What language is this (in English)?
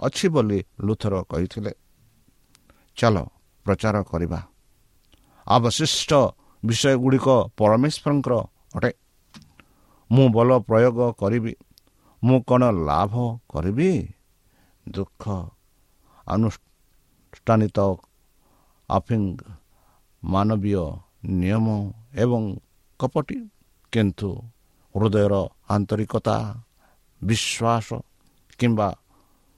Odia